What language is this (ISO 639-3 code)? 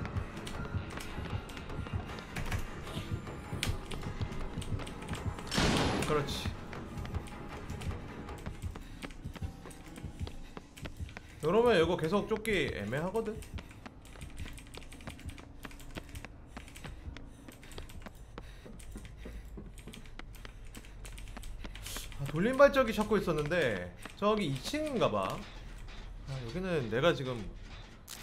kor